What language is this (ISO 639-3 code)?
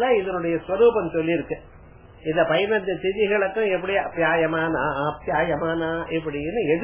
tam